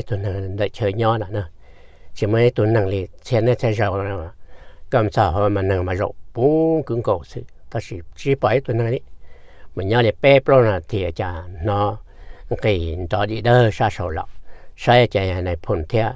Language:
Hmong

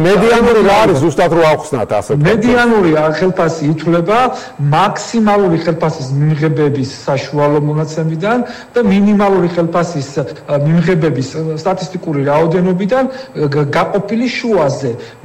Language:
Georgian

